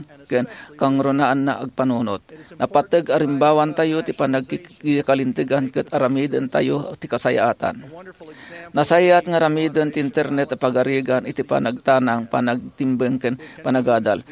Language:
Iloko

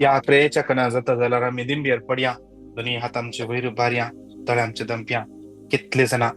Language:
Konkani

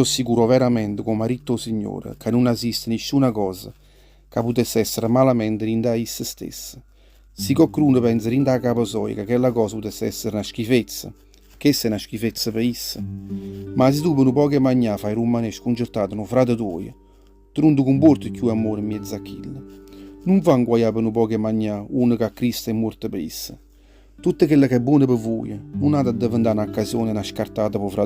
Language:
Neapolitan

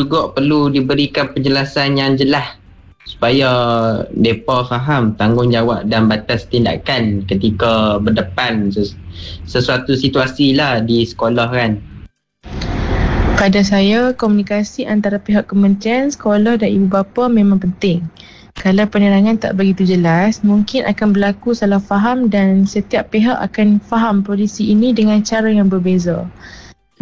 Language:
Malay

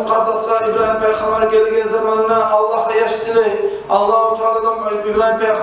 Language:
Kumyk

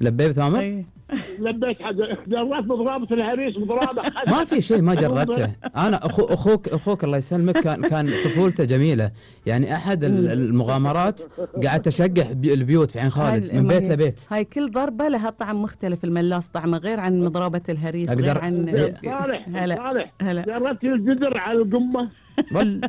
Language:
Gulf Arabic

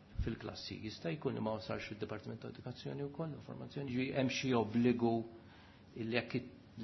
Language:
Maltese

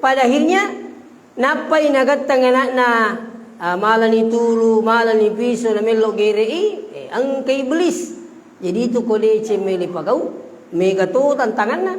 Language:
Buginese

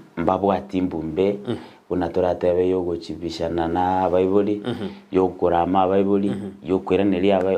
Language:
Gusii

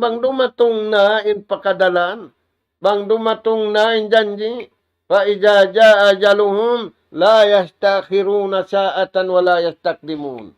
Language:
Tausug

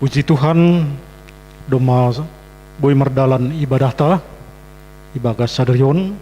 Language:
Batak Simalungun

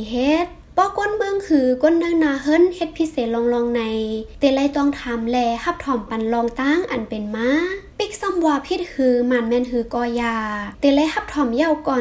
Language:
Shan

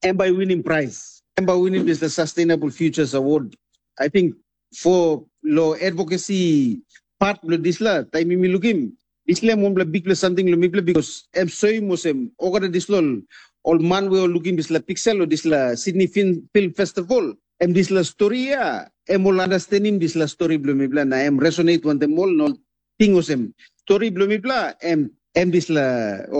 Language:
Tok Pisin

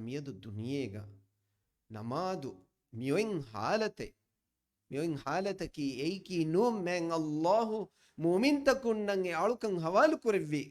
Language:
Divehi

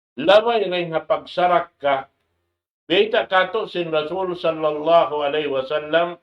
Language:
Tausug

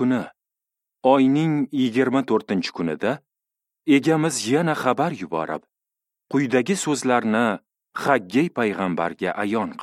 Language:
Uzbek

